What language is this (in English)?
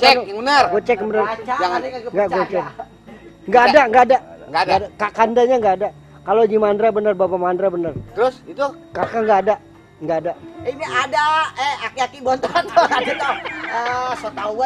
Betawi